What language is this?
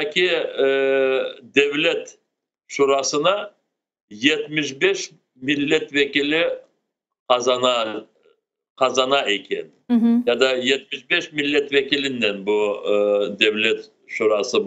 Crimean Tatar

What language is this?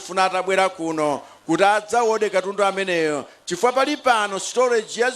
Nyanja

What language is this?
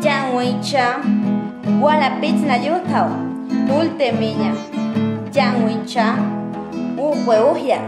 Páez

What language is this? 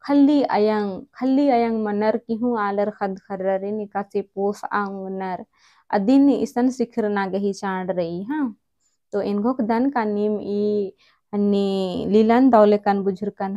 Kurukh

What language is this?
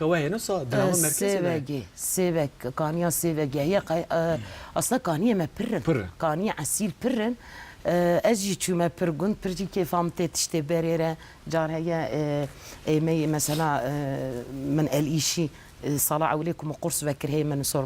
Kurdish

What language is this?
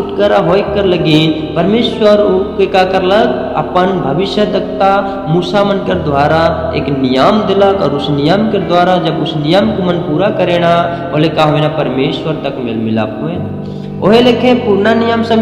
Sadri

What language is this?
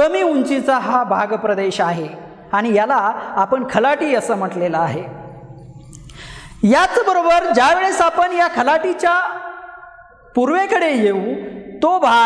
Marathi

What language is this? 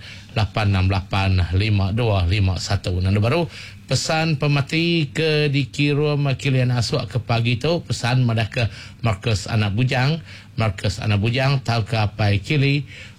Iban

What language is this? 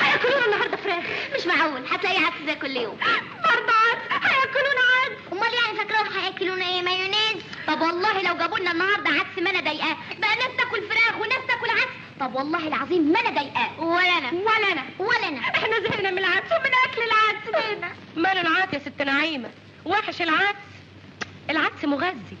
Egyptian Arabic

